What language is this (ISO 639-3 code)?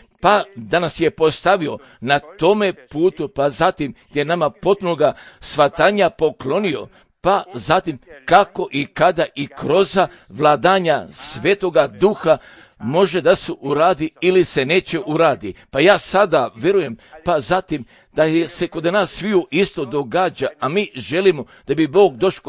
hrv